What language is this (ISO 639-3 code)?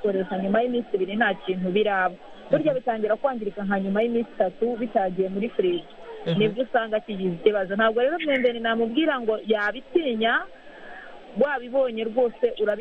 kin